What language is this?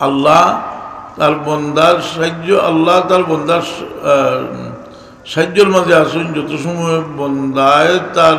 Sylheti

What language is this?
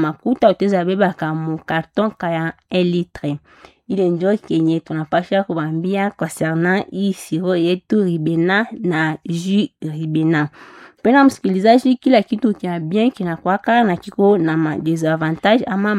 Swahili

